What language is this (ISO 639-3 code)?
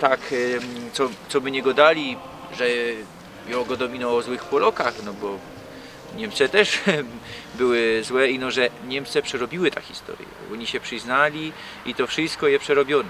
szl